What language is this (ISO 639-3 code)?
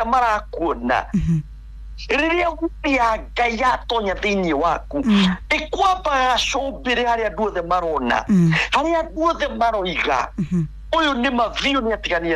kik